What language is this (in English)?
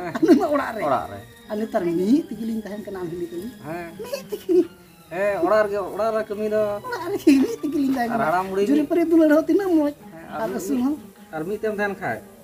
Santali